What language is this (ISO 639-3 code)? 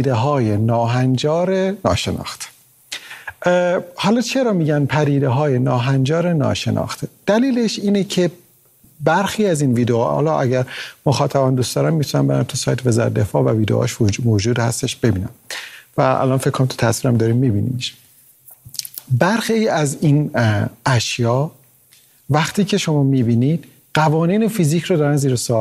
fas